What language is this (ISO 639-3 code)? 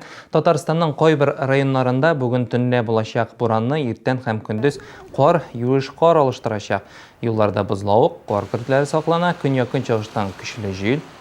tat